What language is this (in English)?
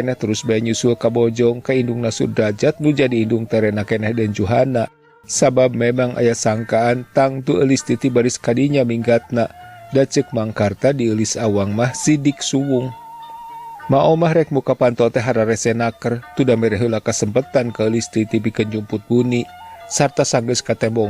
Sundanese